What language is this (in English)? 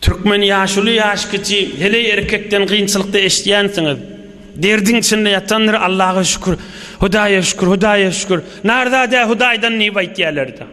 Turkmen